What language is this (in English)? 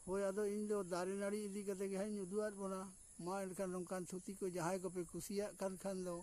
Santali